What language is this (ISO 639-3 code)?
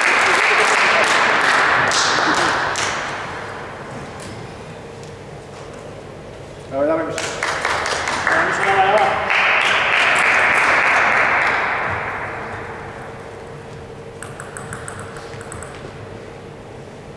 pol